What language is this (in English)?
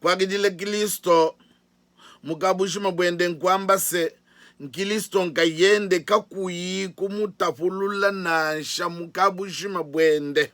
Luba-Lulua